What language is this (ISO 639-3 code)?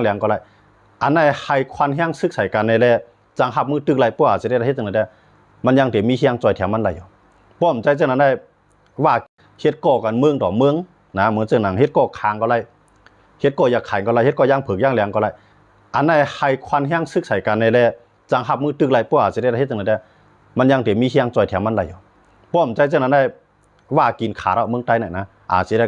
shn